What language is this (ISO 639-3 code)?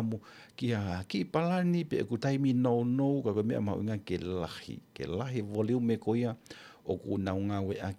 ton